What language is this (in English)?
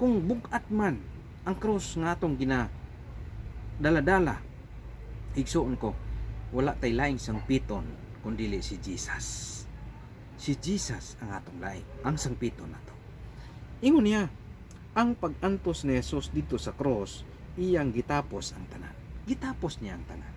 Cebuano